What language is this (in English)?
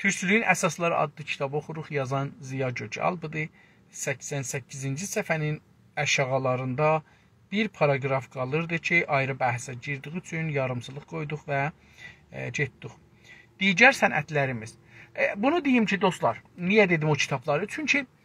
South Azerbaijani